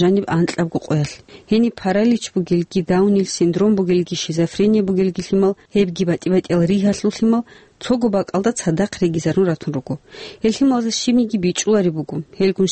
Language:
Avaric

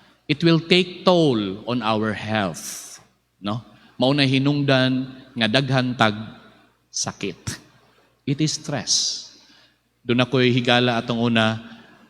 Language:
Cebuano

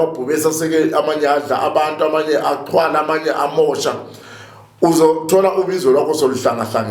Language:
Zulu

